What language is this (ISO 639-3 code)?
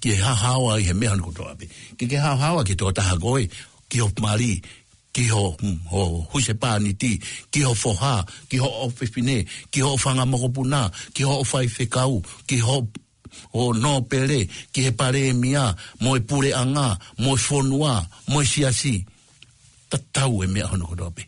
ton